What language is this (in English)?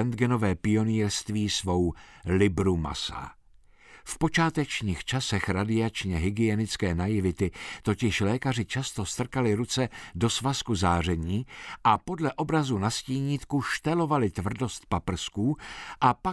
Czech